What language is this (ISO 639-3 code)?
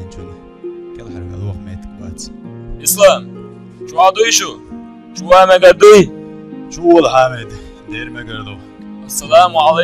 che